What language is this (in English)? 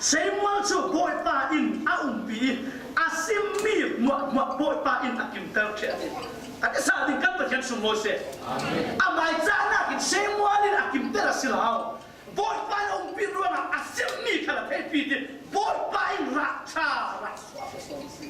Falam Chin